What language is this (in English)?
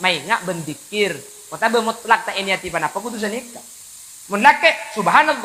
Madurese